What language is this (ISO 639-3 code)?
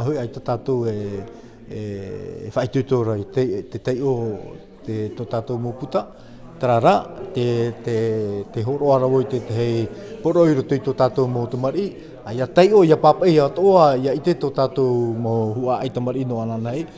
tah